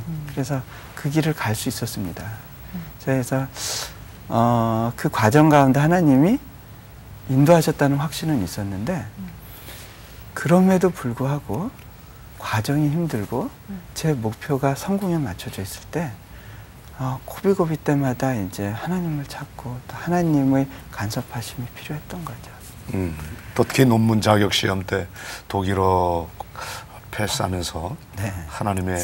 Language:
Korean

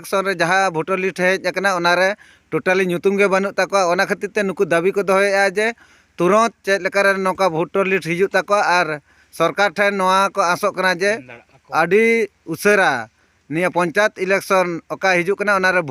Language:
Santali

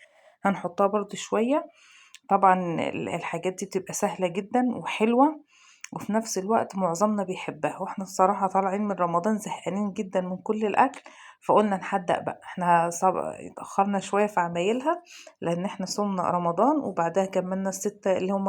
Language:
Egyptian Arabic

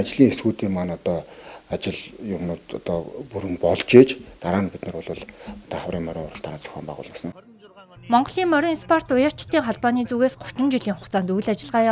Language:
Mongolian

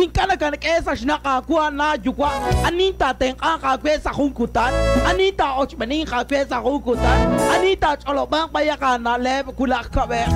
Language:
Kekchí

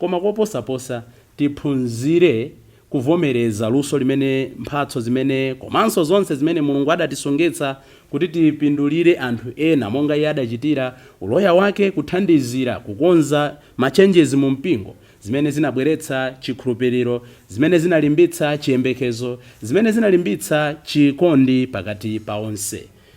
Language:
Nyanja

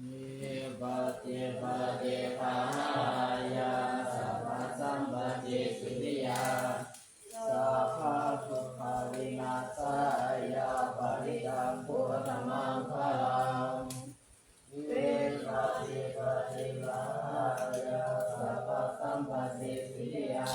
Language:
Pali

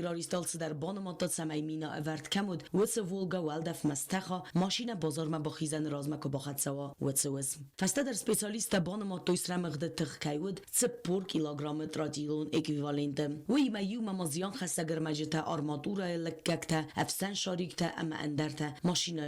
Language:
Ossetic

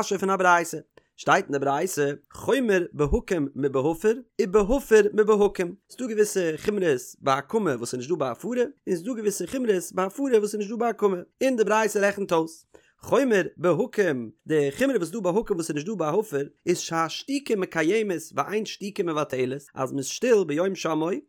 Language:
Yiddish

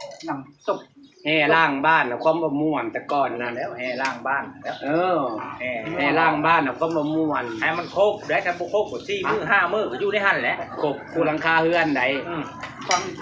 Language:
Northeastern Thai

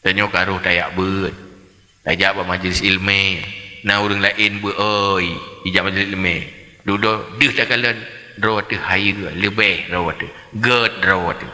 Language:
Achinese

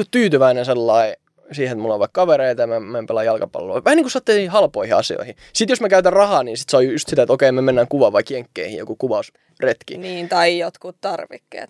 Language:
Finnish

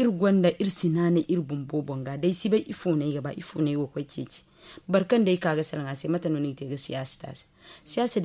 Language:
Zarma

